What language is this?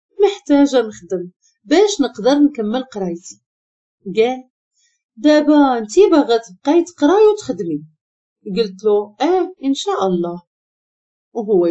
Moroccan Arabic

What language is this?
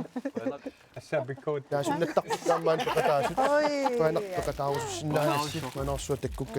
Kalaallisut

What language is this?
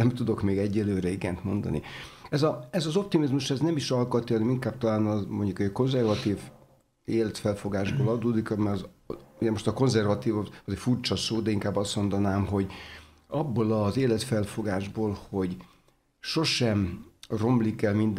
Hungarian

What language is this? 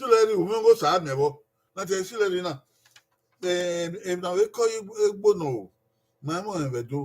Bini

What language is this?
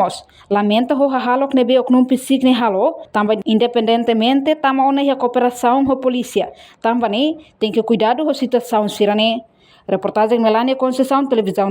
Tetum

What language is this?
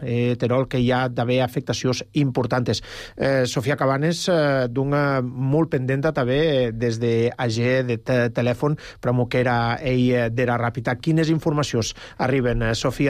Catalan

